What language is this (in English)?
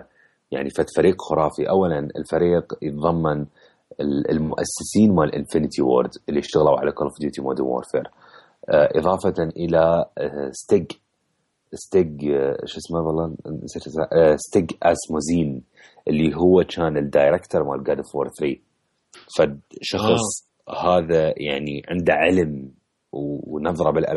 Mesopotamian Arabic